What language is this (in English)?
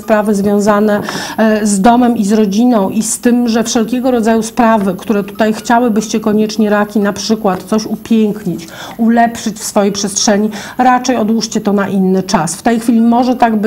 Polish